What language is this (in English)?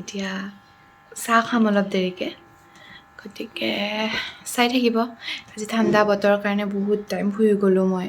Assamese